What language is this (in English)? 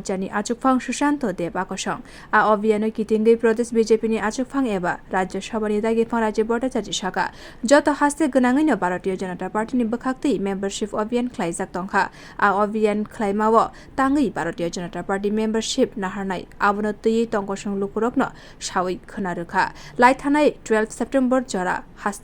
Kok Borok